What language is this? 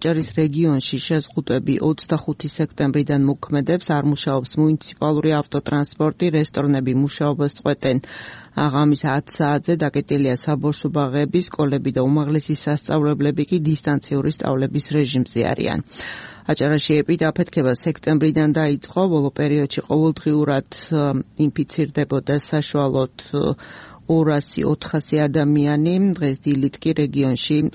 Georgian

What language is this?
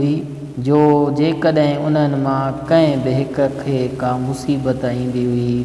Sindhi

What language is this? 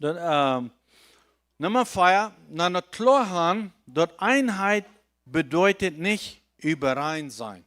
Plautdietsch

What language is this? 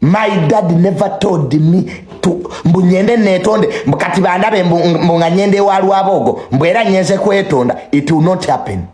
Ganda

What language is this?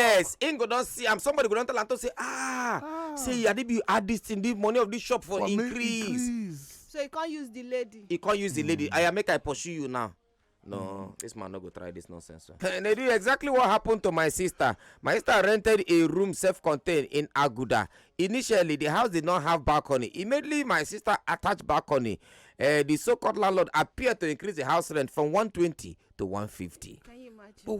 Nigerian Pidgin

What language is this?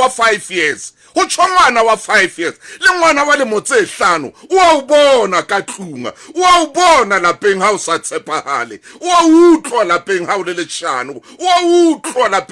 Southern Sotho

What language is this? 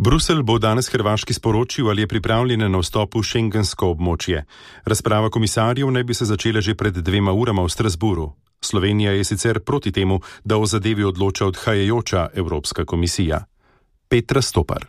Slovenian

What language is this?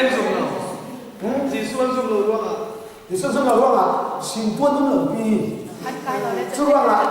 Hakha Chin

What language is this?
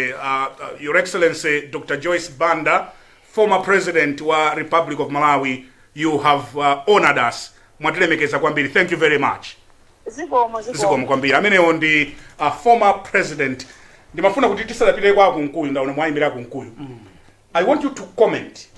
Nyanja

